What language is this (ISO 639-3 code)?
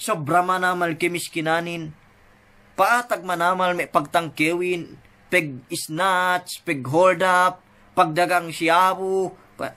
yka